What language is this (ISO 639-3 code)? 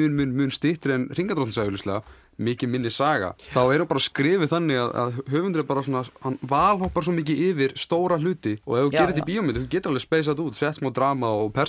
isl